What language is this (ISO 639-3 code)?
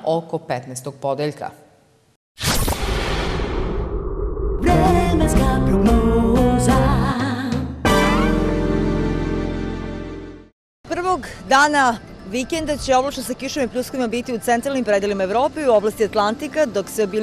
srp